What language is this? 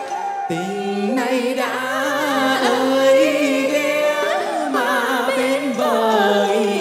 Vietnamese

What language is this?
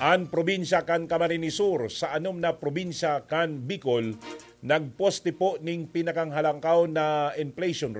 Bikol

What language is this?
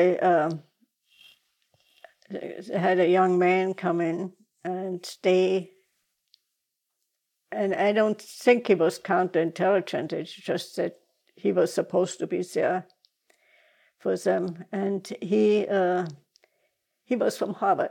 English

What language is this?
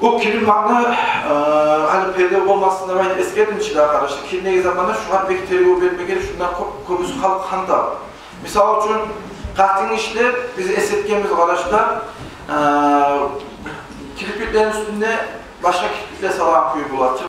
Kumyk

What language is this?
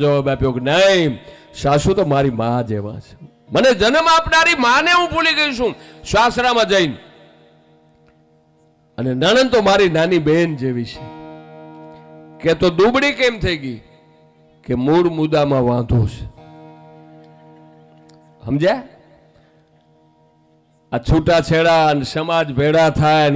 Gujarati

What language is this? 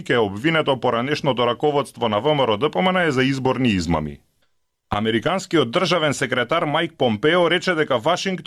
Macedonian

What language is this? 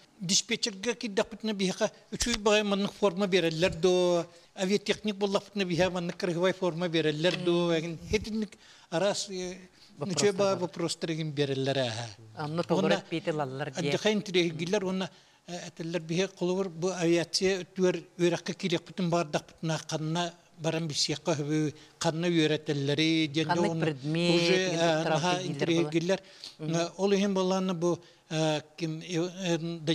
Yakut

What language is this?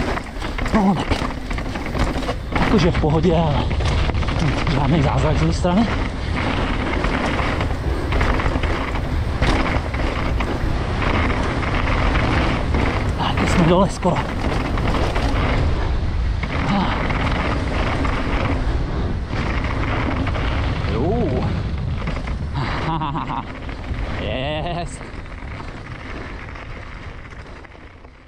Czech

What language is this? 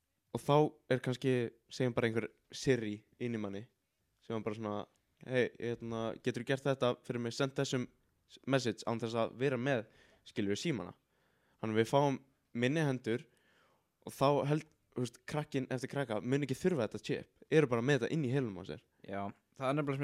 Icelandic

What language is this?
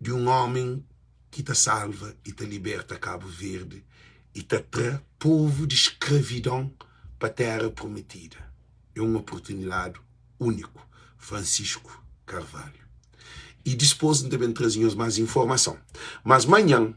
Kabuverdianu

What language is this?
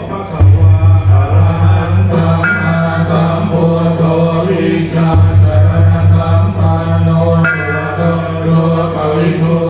Pali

